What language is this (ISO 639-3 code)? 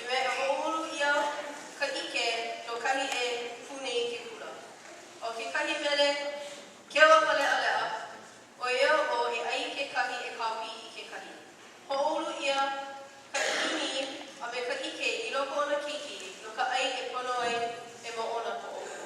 haw